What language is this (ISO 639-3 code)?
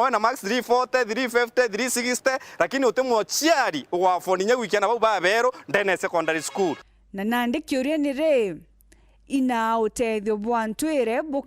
mer